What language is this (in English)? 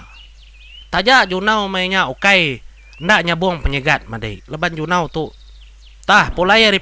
Iban